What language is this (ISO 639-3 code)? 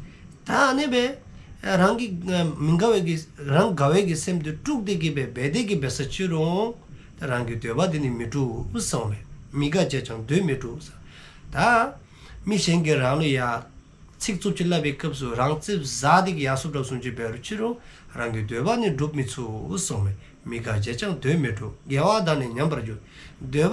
dzo